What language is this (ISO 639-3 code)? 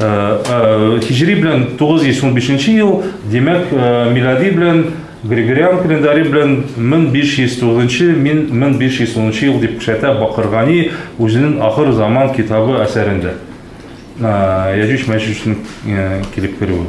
tat